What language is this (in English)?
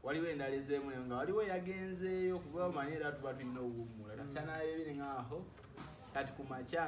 Ganda